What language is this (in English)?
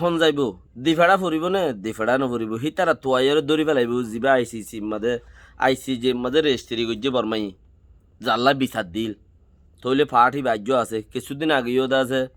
Rohingya